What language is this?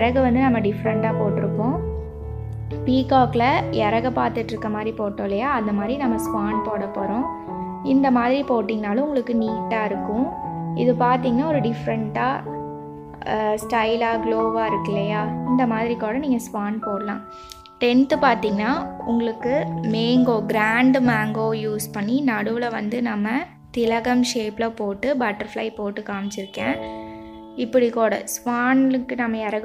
Tamil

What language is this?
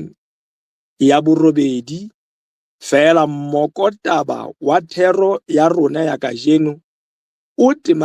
Southern Sotho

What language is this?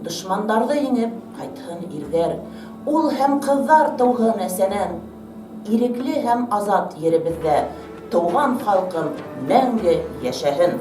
Bashkir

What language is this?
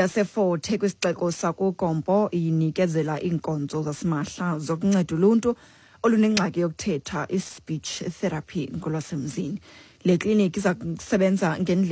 Xhosa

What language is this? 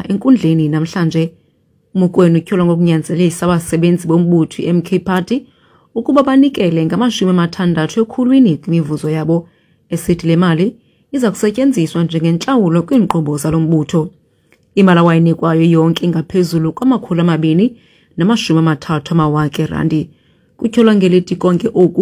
Xhosa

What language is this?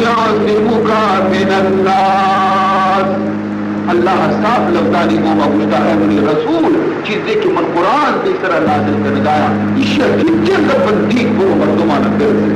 Baluchi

